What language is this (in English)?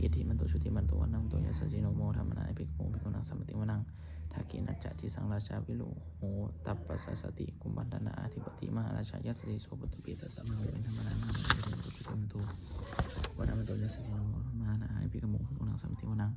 Pali